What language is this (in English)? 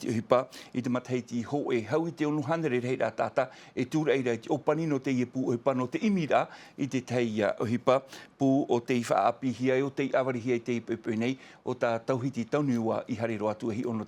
Tahitian